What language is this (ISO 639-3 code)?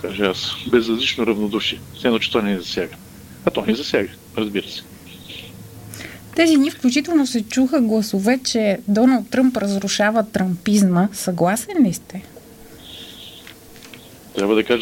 bul